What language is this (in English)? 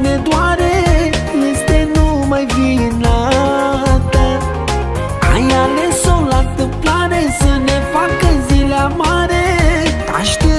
Romanian